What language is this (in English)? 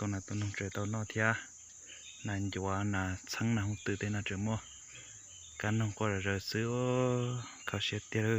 Hmong